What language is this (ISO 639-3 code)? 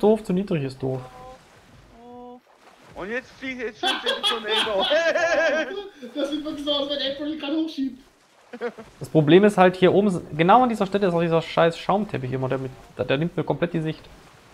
deu